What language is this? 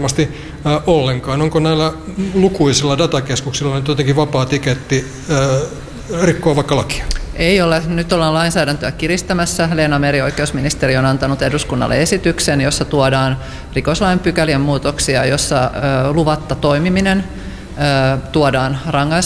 Finnish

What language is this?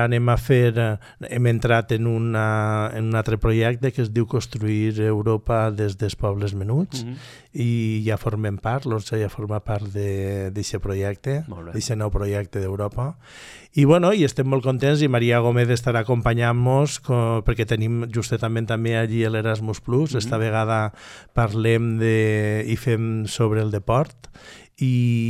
Catalan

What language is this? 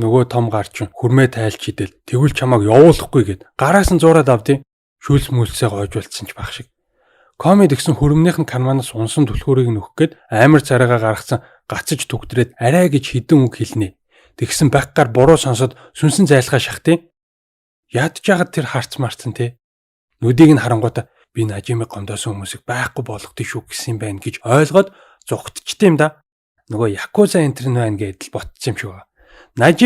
Mongolian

